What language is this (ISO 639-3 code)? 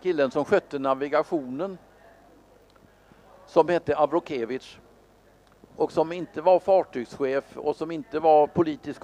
swe